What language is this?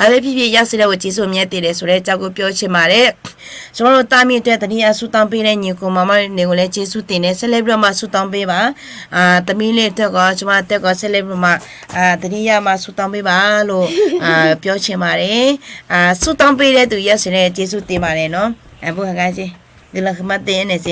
Akha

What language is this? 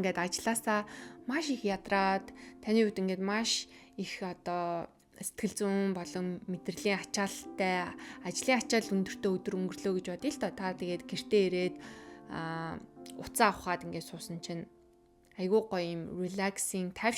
Mongolian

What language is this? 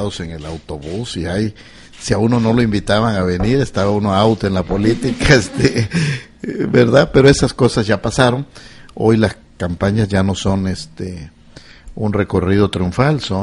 Spanish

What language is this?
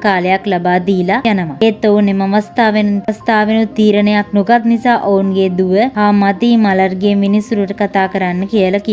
Sinhala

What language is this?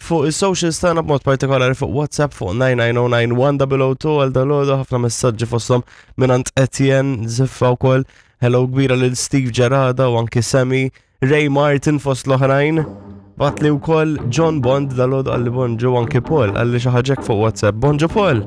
Maltese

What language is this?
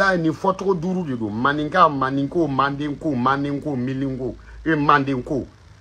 Bambara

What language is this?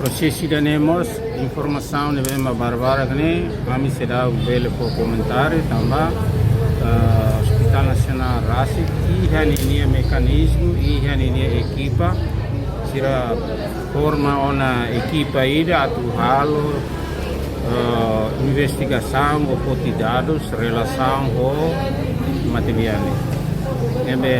Tetum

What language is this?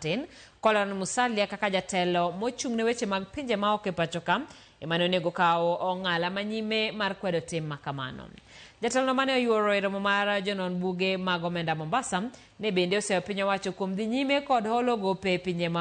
Luo (Kenya and Tanzania)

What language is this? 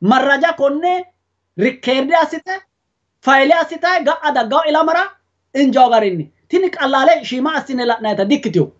Sidamo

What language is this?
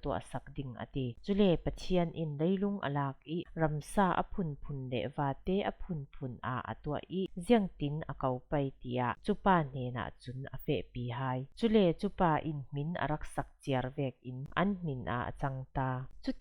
Falam Chin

